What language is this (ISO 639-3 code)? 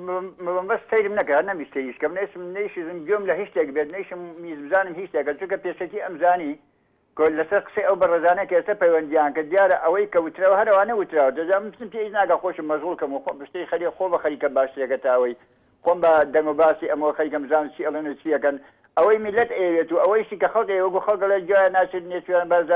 ckb